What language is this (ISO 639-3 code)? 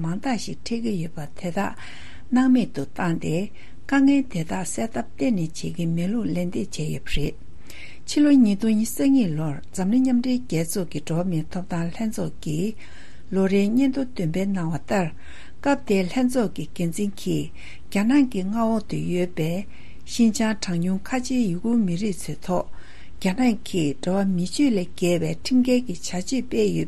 bod